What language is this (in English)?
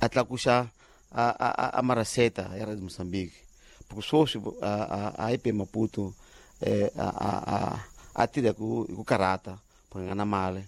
Tsonga